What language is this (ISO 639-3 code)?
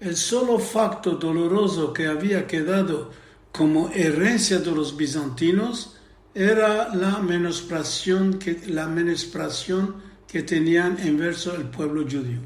lad